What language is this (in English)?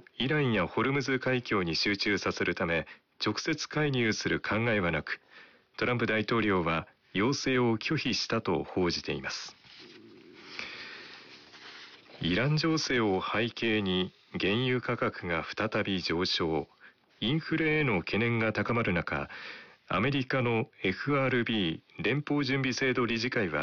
Japanese